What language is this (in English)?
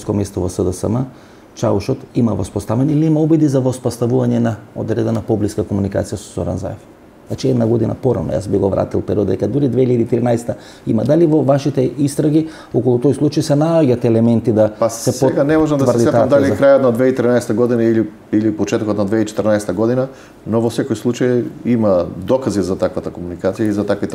Macedonian